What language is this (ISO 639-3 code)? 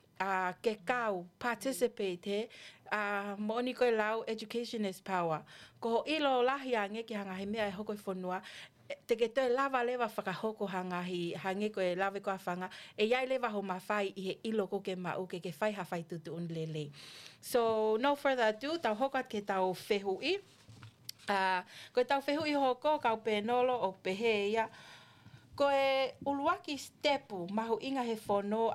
ton